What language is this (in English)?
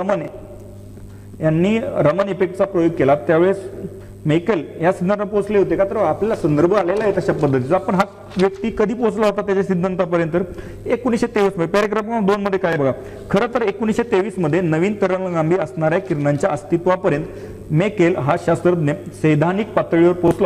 Marathi